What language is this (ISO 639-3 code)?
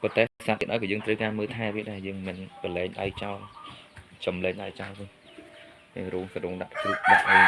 khm